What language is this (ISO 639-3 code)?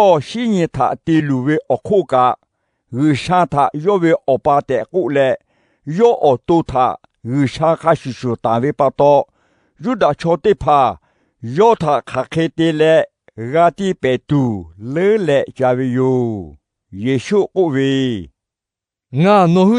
lhu